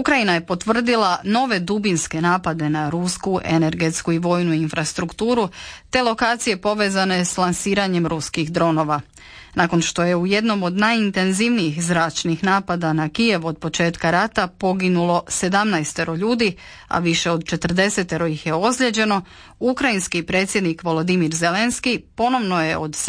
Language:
Croatian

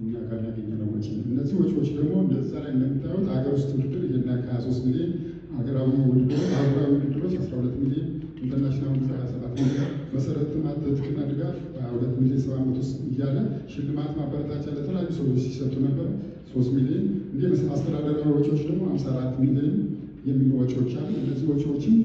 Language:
Amharic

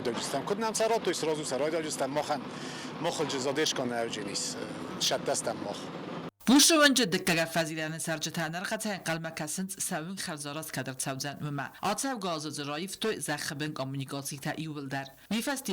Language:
Ossetic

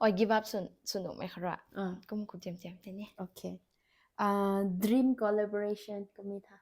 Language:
Rongmei Naga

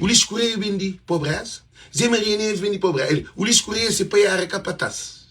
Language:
Kabuverdianu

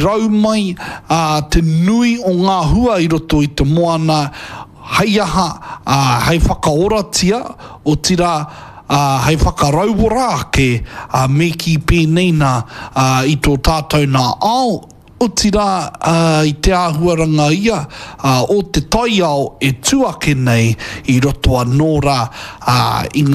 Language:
Māori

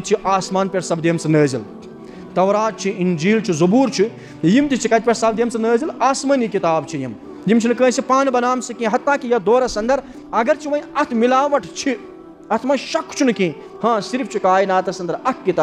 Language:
Kashmiri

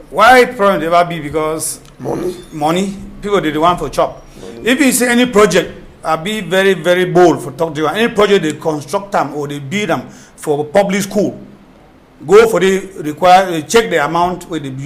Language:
Cameroon Pidgin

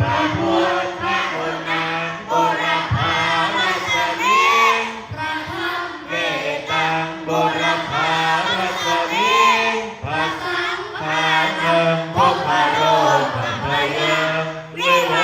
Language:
Pali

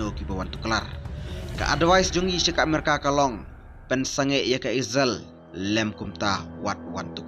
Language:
Khasi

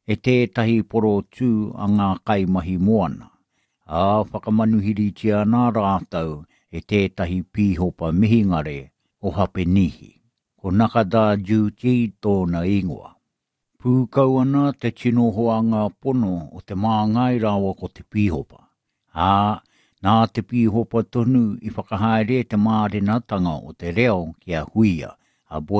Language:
Māori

